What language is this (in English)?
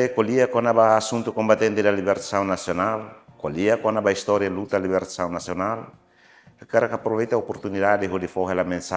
Tetum